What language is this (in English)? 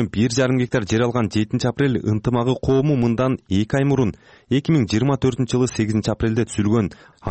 Kyrgyz